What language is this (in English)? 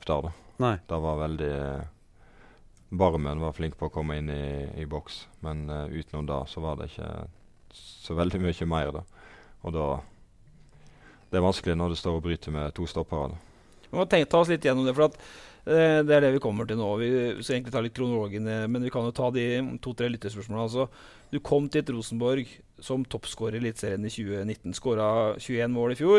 Norwegian